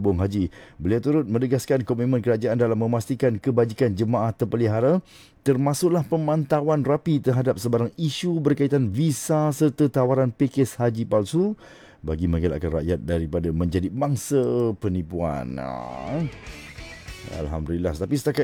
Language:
Malay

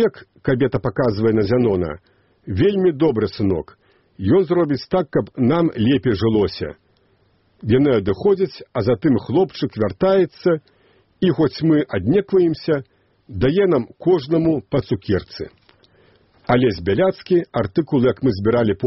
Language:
Belarusian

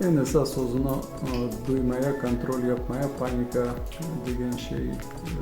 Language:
Crimean Tatar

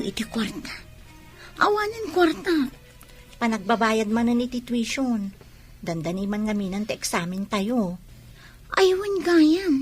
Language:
Iloko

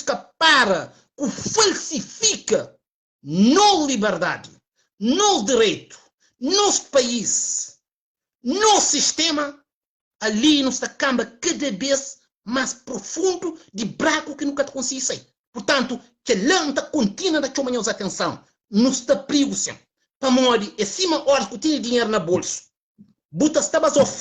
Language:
Kabuverdianu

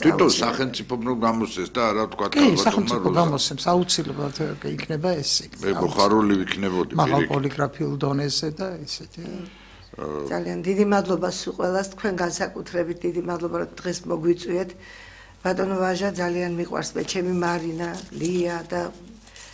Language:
Georgian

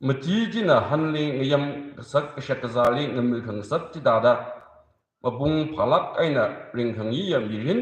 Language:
Tangkhul Naga (India)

